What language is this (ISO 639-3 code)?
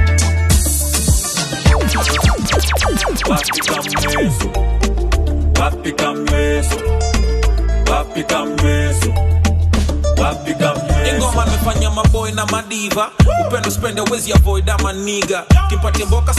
swa